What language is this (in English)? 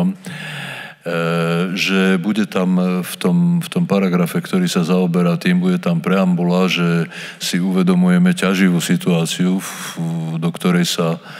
Slovak